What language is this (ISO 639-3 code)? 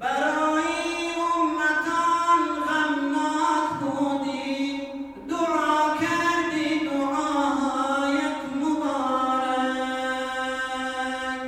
tgk